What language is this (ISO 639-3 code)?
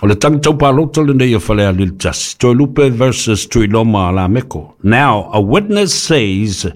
smo